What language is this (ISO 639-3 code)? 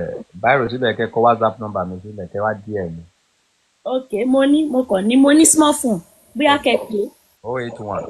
yor